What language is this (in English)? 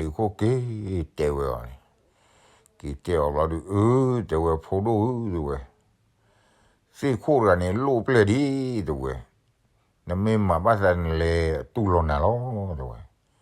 S'gaw Karen